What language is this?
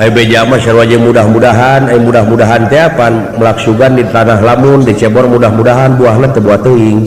Sundanese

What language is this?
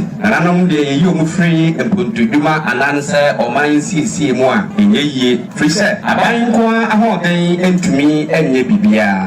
Akan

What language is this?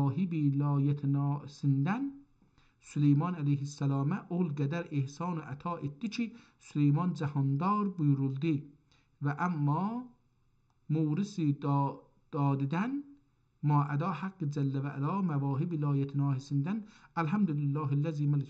South Azerbaijani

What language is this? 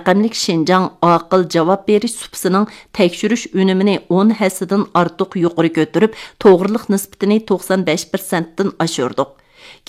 Uyghur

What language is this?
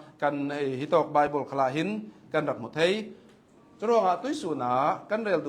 Hakha Chin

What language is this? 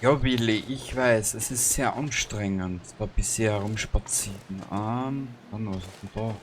Bavarian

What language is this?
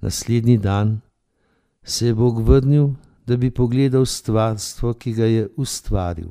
Slovenian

